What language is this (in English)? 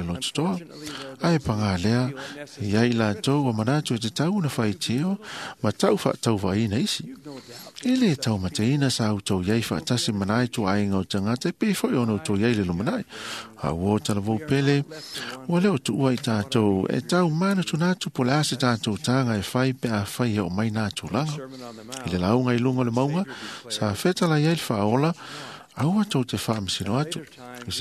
Samoan